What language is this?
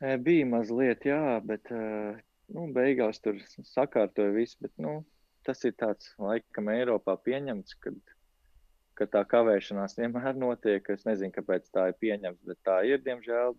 Latvian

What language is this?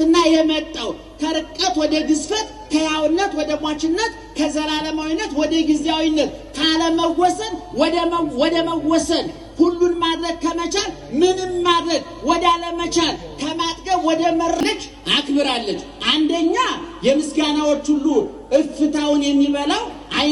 Amharic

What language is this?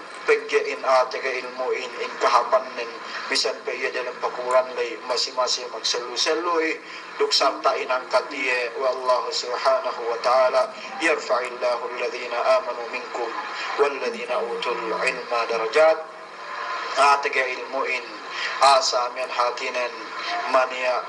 Yakan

